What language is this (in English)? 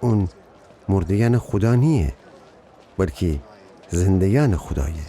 Gilaki